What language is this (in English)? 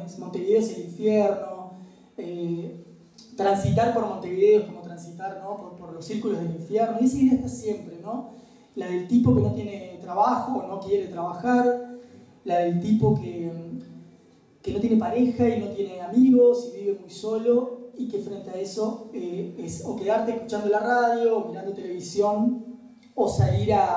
Spanish